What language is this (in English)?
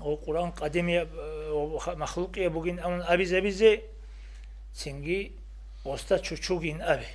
Avaric